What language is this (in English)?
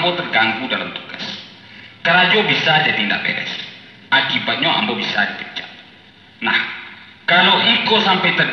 Minangkabau